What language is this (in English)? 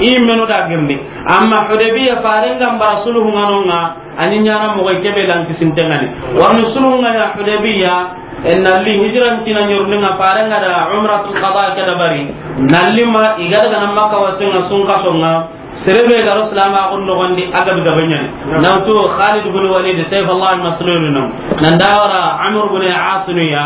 Soninke